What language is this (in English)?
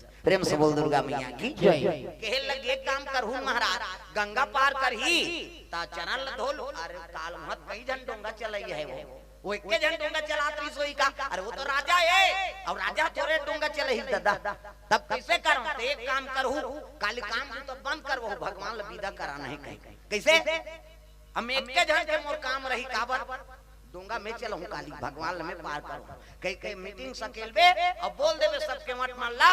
Chhattisgarhi